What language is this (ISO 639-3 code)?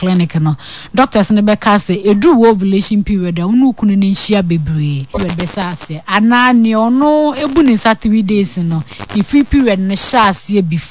aka